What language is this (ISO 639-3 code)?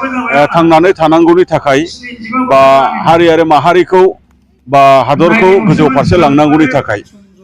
brx